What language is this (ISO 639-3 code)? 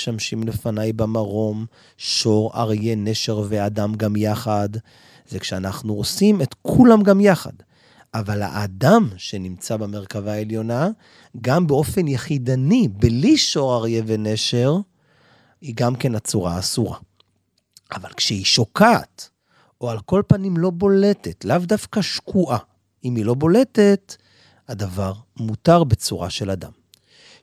heb